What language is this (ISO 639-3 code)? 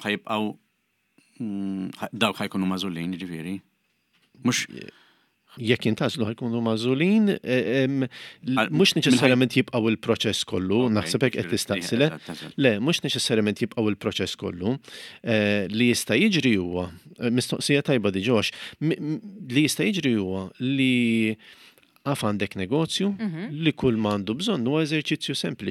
mlt